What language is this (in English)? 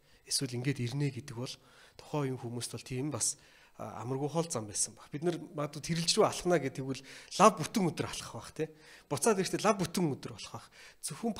Mongolian